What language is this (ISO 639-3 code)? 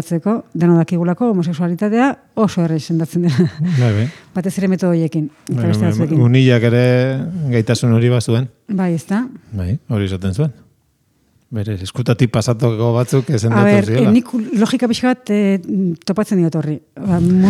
eus